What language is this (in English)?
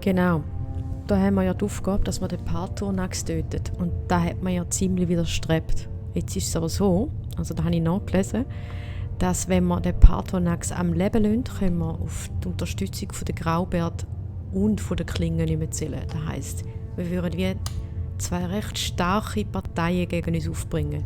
Swiss German